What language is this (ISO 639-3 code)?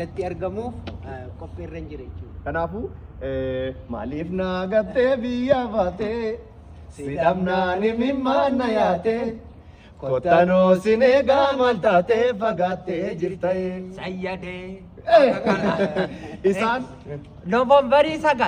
orm